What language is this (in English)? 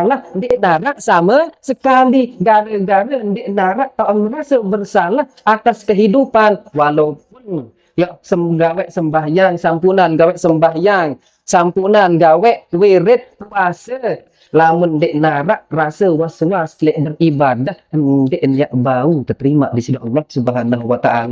Sasak